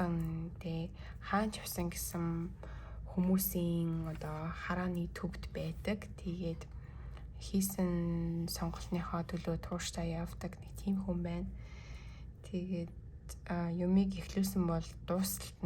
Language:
Mongolian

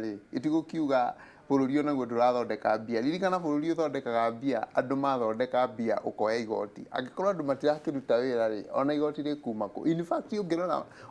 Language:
Kikuyu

